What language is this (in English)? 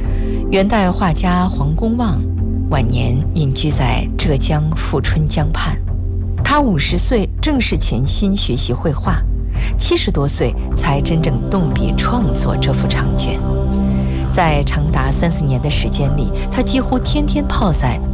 Chinese